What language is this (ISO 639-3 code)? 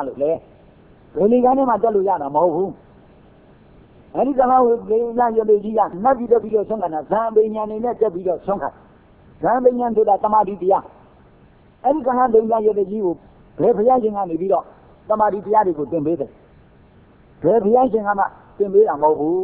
mya